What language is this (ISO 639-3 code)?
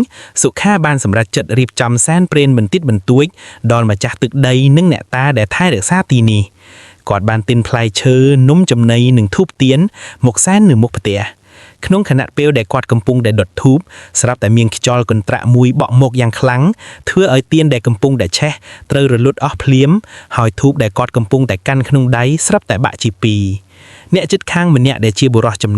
khm